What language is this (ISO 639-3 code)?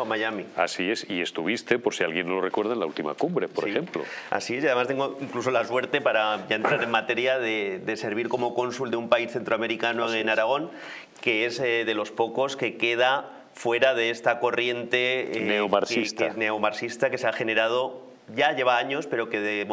spa